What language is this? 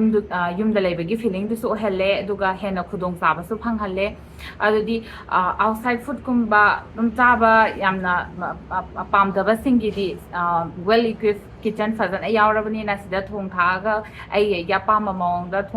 Manipuri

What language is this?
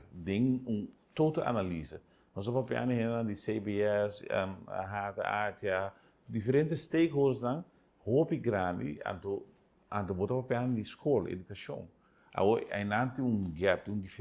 Papiamento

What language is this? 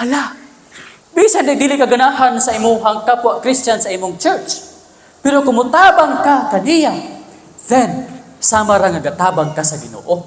Cebuano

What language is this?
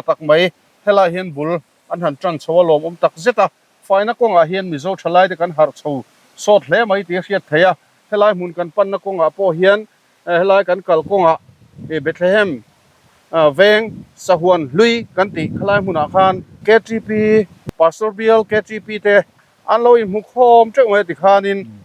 Mizo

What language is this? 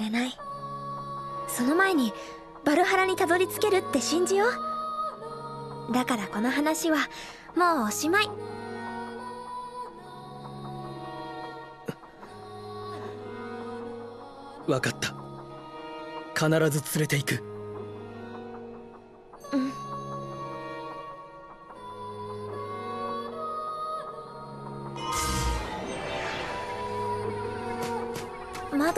Japanese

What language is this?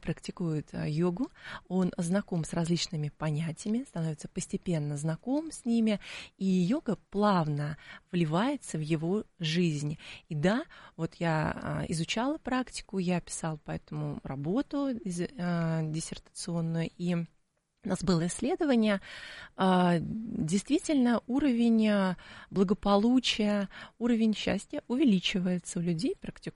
Russian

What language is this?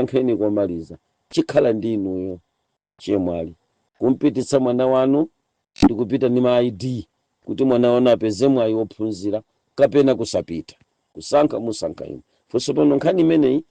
Nyanja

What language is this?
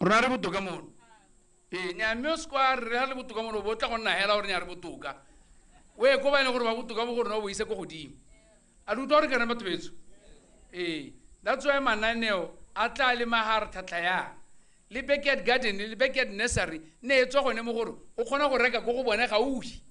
Tswana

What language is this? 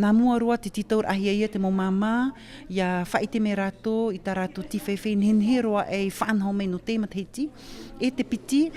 Tahitian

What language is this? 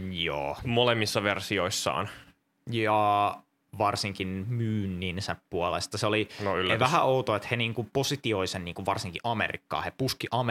Finnish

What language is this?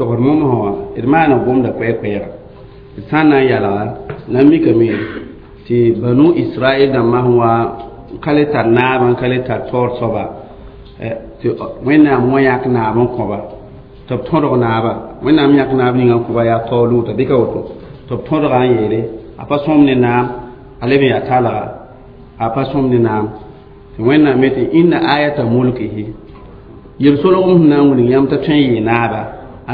Mossi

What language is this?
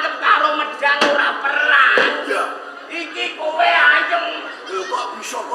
Javanese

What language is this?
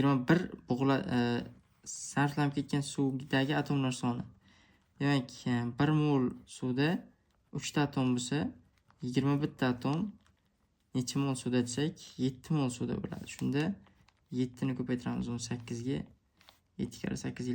Uzbek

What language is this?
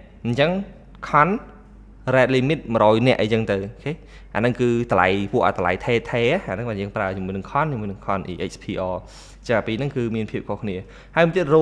Khmer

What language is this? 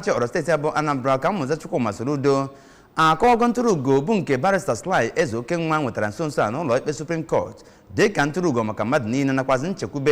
Igbo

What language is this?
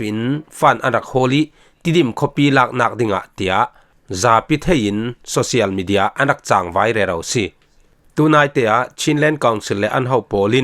Falam Chin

